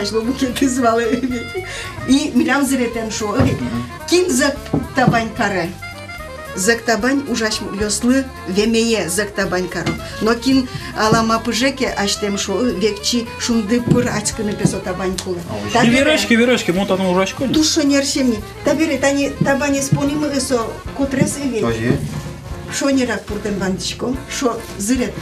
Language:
Udmurt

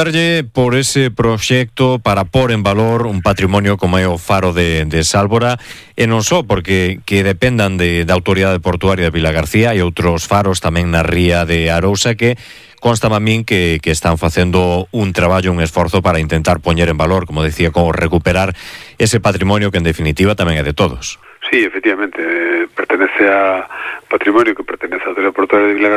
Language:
Galician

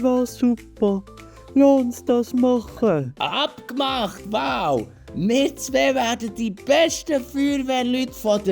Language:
Swiss German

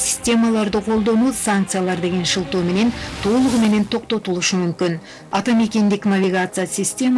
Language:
Kyrgyz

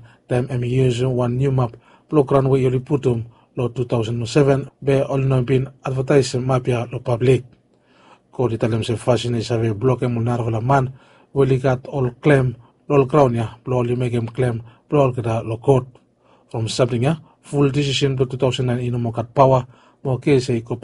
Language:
Bislama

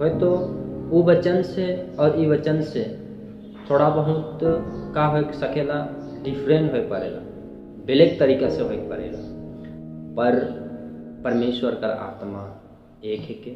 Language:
Sadri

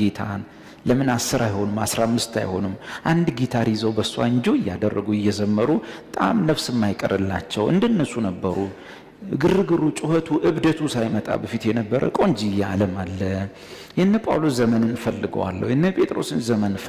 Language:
Amharic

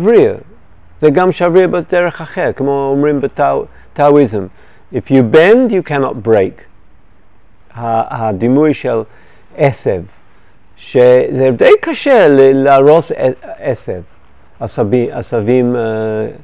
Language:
Hebrew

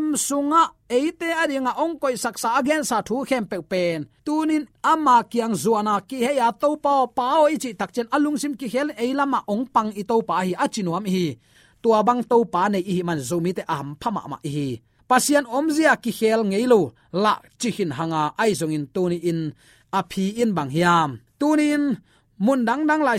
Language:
Tedim Chin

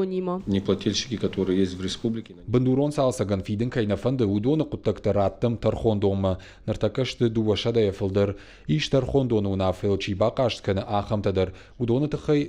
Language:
Ossetic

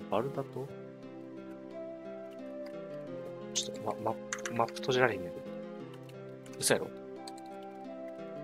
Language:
Japanese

